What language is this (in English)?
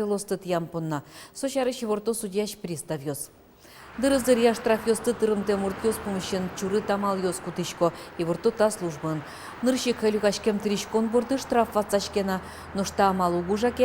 Udmurt